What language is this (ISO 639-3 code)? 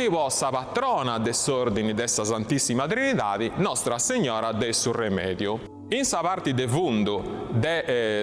srd